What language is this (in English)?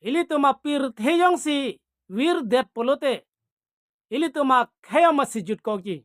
Karbi